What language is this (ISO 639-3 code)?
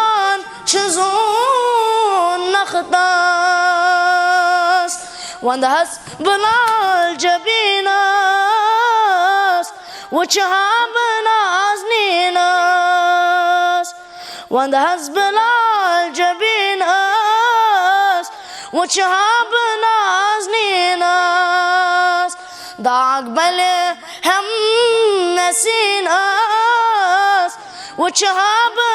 kas